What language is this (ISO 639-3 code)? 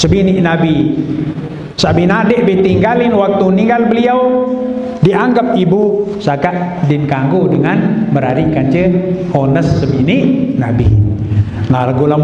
sas